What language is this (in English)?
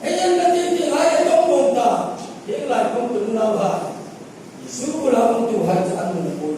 Hmar